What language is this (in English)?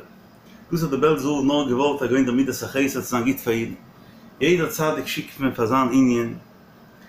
Yiddish